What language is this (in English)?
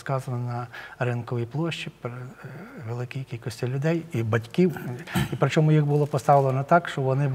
Ukrainian